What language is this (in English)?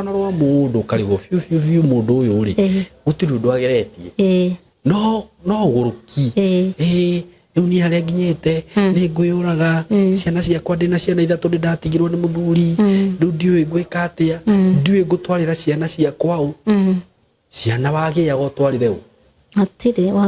Kikuyu